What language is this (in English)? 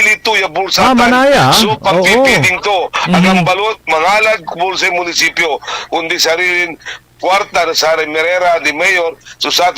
Pangasinan